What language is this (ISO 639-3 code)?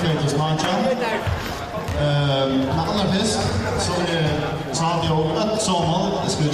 fao